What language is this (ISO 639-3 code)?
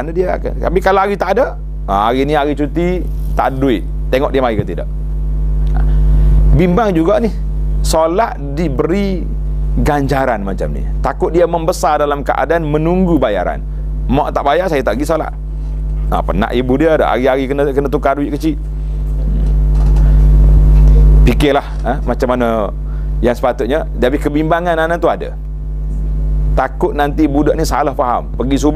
msa